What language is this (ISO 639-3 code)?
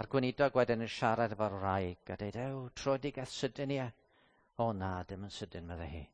cym